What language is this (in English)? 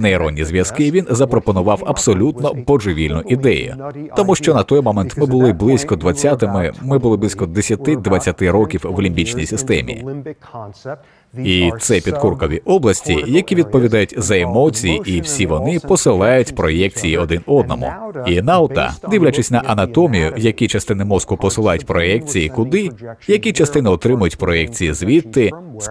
Ukrainian